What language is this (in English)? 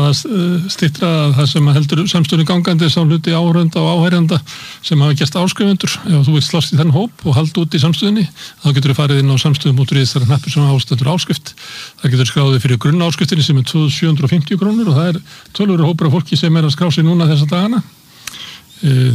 Icelandic